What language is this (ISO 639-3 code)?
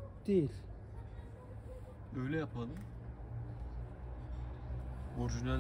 tur